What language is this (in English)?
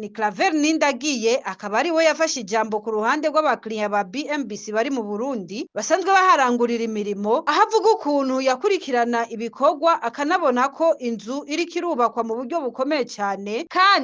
Rundi